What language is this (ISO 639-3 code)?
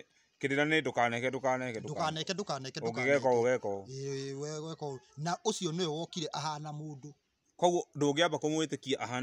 kik